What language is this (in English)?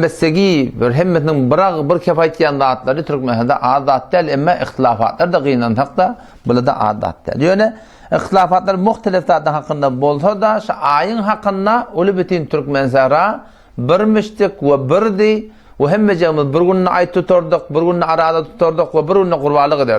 Turkmen